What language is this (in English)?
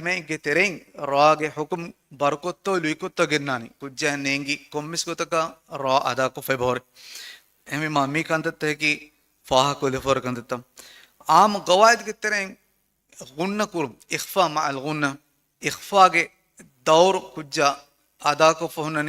Divehi